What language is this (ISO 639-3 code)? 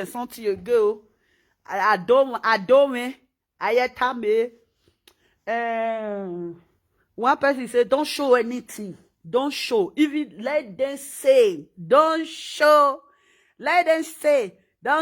pcm